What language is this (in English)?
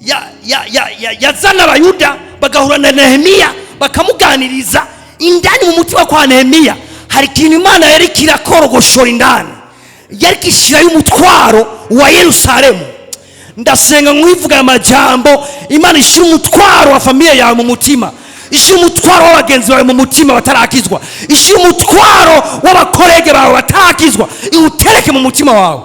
Rundi